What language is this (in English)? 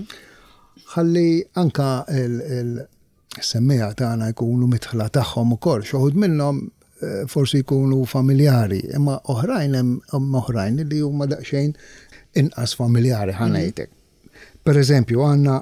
Maltese